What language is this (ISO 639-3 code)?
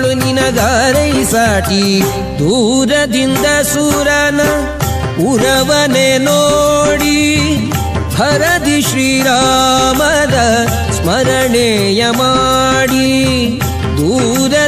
kan